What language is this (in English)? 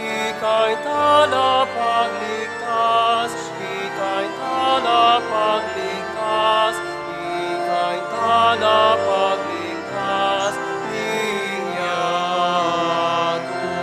Pampanga